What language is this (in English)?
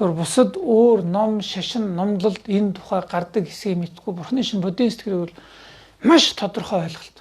Mongolian